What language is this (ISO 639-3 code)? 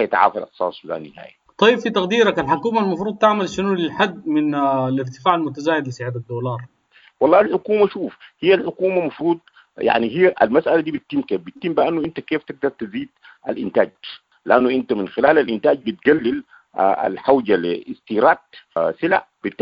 apd